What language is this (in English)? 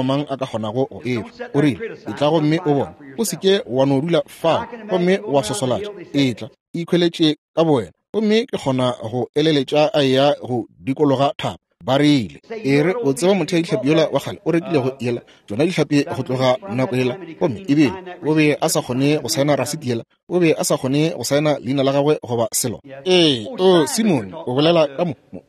Northern Sotho